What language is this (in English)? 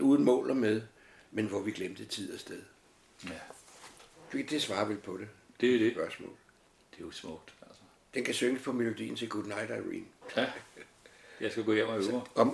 Danish